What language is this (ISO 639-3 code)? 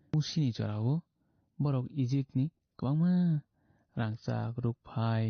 trp